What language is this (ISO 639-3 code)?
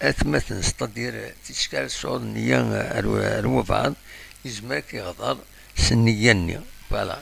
kab